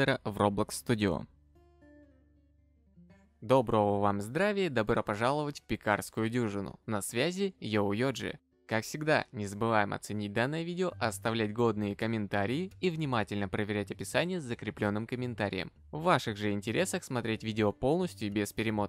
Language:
Russian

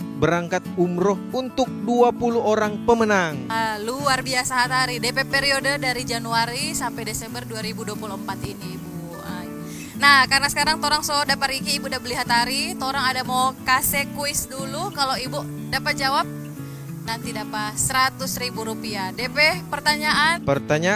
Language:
Manado Malay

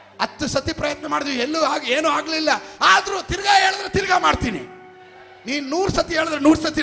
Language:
Kannada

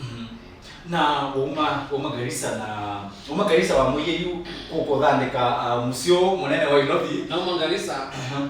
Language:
Kamba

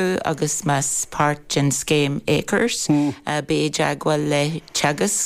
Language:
Irish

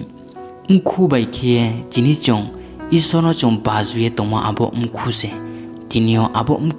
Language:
Riang (India)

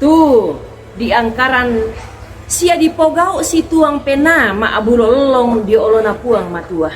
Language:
Toraja-Sa'dan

